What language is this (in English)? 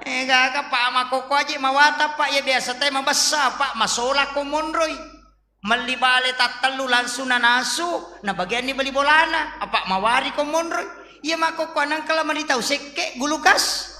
Buginese